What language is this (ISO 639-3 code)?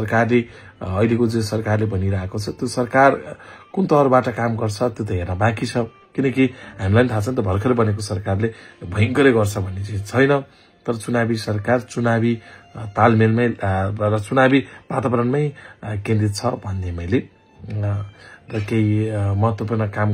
nep